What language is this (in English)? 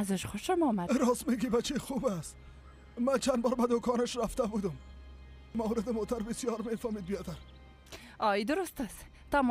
Persian